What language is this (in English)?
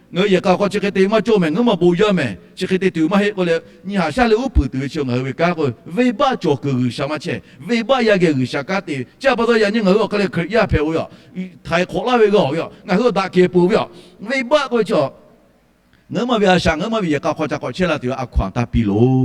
Lahu